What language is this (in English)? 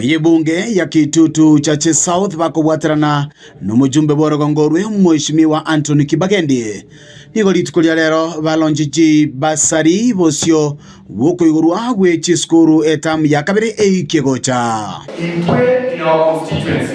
Gusii